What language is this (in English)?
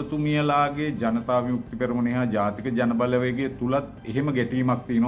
Sinhala